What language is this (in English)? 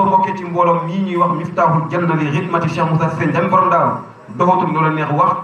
Wolof